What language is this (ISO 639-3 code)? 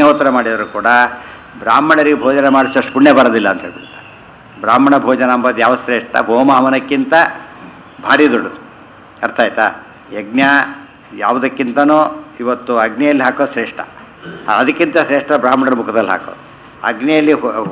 kan